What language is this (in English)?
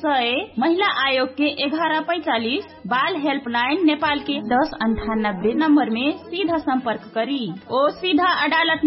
Bhojpuri